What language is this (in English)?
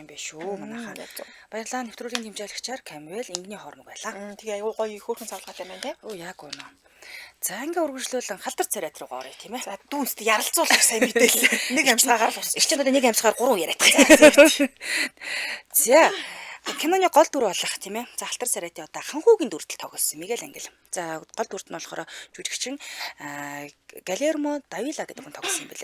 Mongolian